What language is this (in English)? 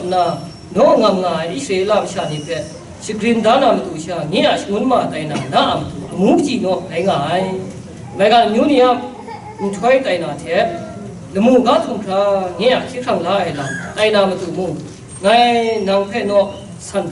Kachin